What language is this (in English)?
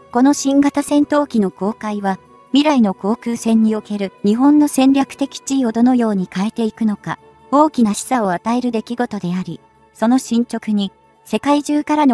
Japanese